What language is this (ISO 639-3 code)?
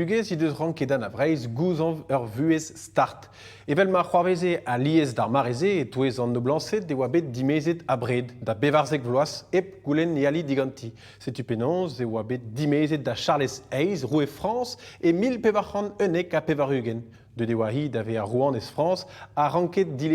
bre